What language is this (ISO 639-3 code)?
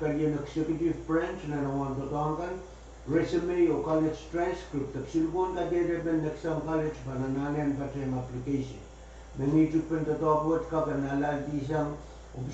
pon